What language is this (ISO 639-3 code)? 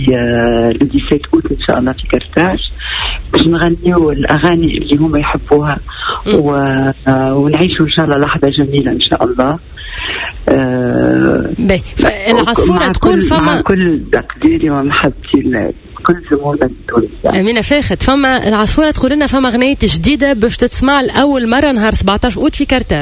aeb